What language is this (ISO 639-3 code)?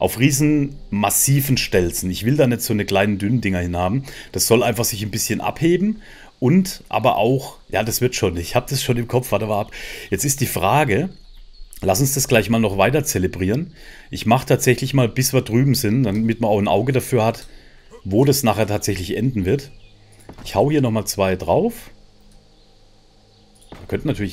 deu